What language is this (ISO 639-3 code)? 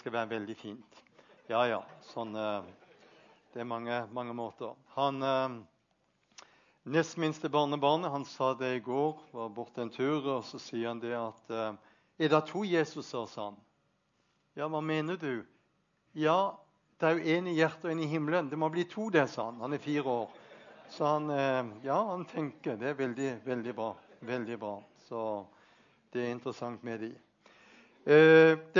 nor